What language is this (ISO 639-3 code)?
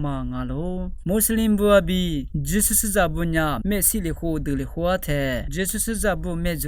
lis